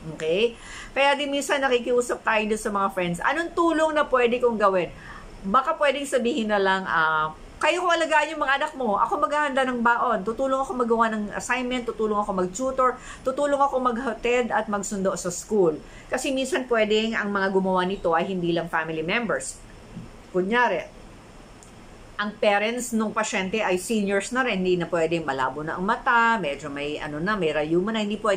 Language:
Filipino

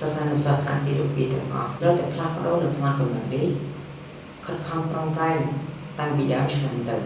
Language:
Khmer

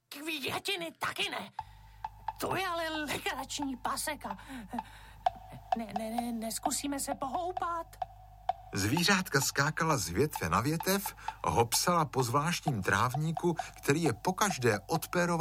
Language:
Czech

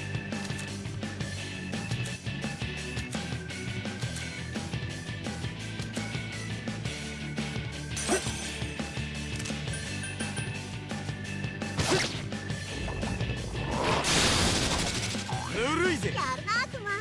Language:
Japanese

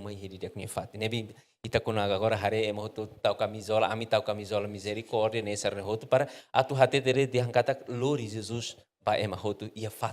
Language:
Tetum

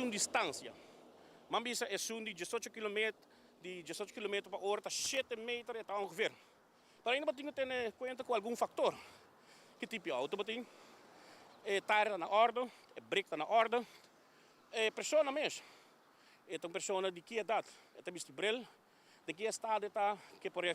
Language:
Papiamento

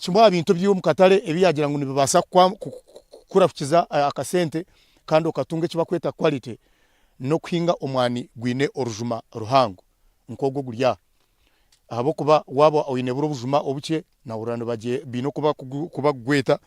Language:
Nyankole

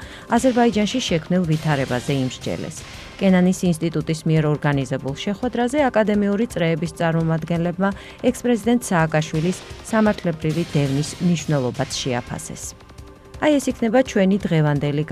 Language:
Georgian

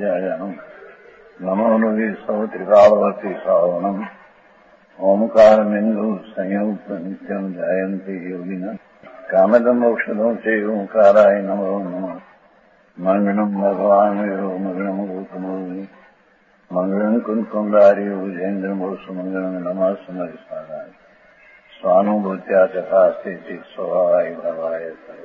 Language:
Gujarati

